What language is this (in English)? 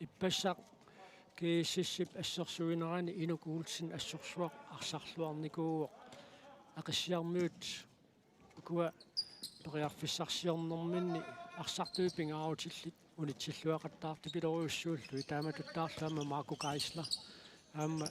Kalaallisut